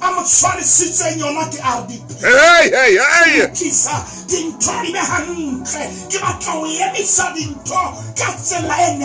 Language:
Southern Sotho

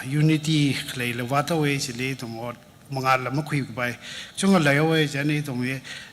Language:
Tangkhul Naga (India)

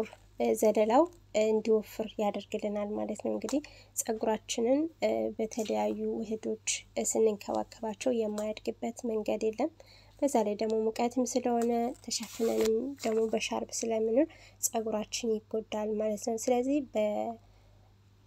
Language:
Amharic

